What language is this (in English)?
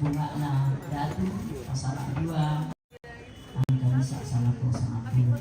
Toraja-Sa'dan